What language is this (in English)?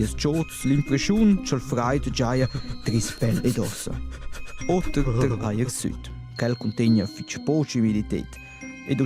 Romansh